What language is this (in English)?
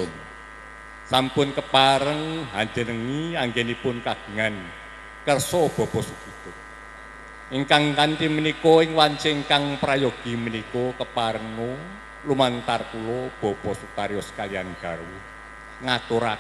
Javanese